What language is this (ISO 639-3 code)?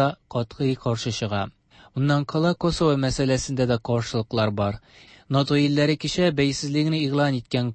tat